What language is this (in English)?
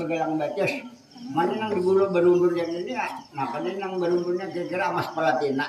Banjar